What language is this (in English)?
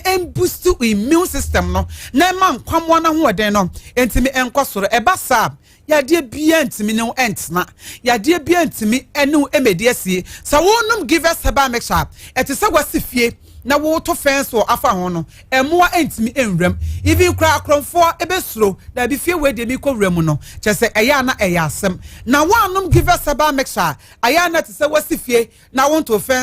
Akan